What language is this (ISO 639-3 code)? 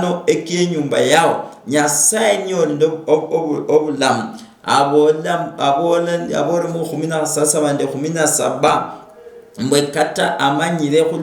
luy